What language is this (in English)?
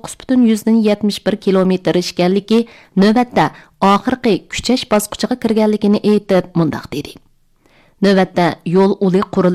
Uyghur